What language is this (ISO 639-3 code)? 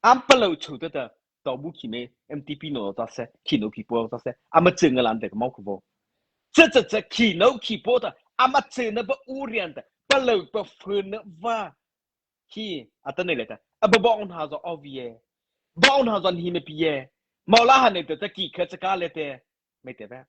mrh